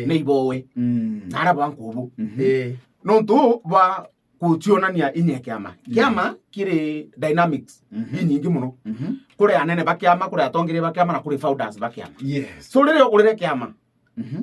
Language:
Meru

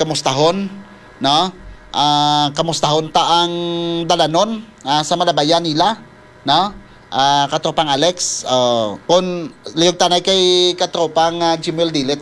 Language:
Hiligaynon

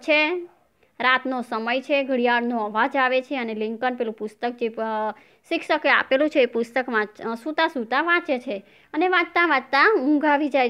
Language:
Gujarati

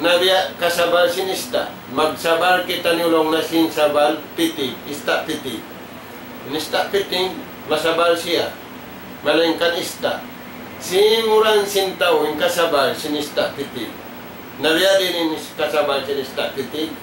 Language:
Tausug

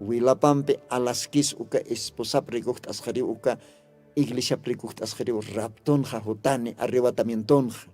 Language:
Aymara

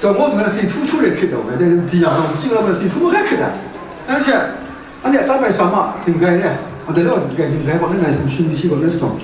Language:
Kachin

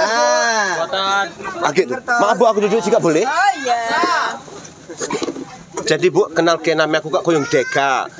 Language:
Indonesian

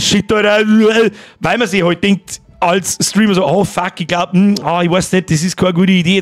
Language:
Bavarian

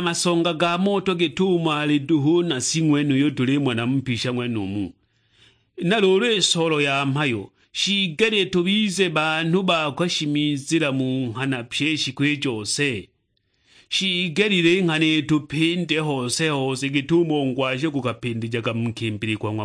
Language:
Sukuma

